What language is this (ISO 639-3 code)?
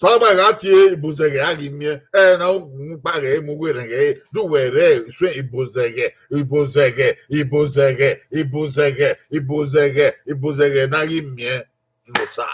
bin